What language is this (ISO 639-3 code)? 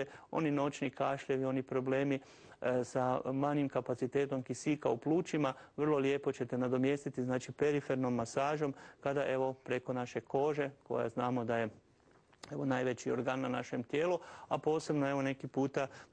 hrv